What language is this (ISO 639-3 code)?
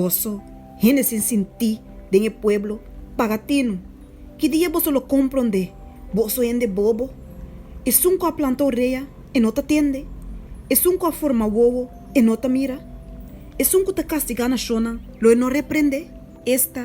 pap